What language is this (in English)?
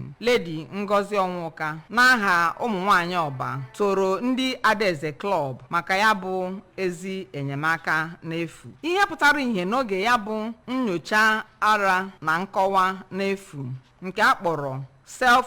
Igbo